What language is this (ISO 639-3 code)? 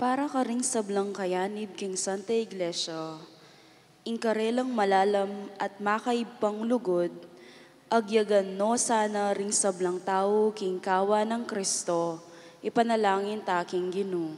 pam